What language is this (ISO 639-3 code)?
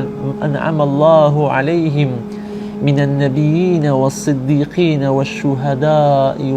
ckb